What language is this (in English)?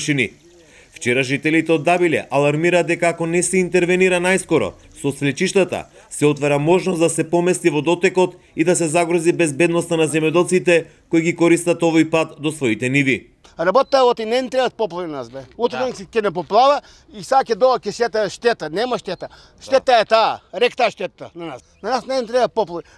Macedonian